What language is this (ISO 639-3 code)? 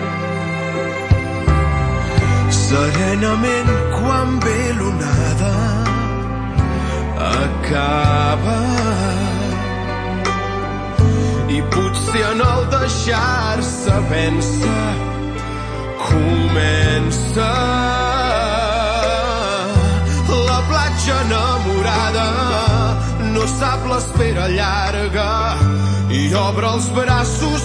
cat